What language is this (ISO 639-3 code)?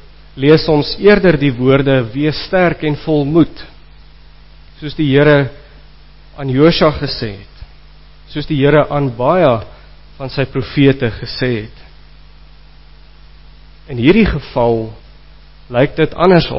afr